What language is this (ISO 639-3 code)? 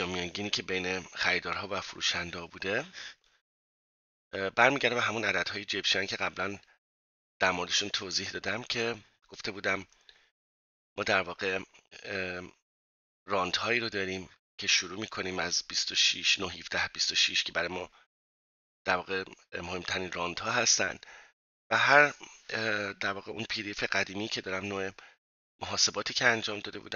fas